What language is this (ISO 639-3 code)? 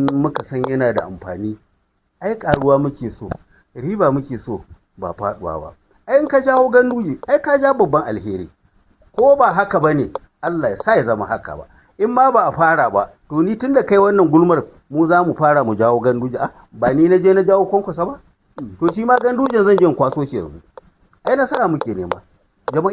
hau